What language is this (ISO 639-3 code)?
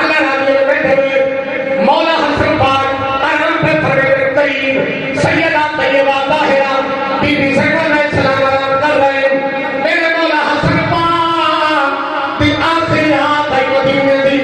skr